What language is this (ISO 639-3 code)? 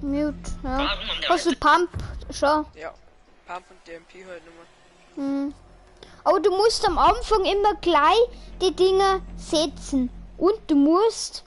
bar